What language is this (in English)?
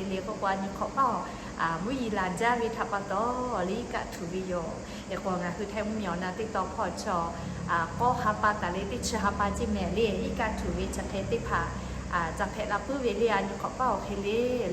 Lahu